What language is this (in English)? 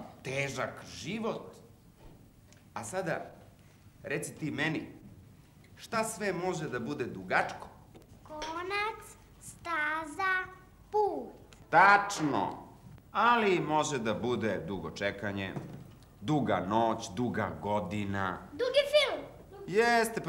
Serbian